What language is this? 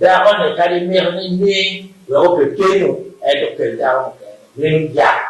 Acoli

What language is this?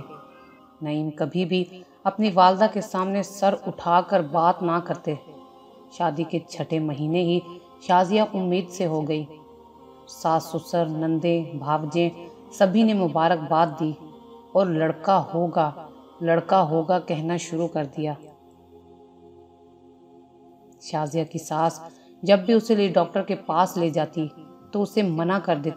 Urdu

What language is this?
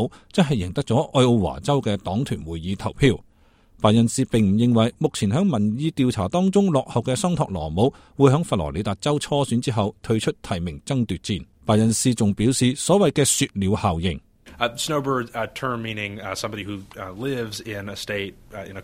Cantonese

